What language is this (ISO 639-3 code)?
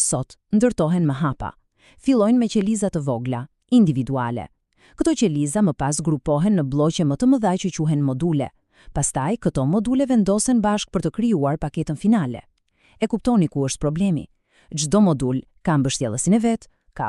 sqi